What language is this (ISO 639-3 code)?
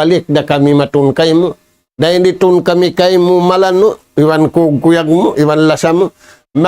tsg